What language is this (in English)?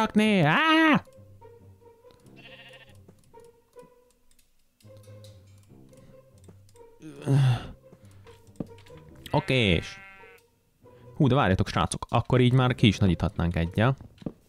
Hungarian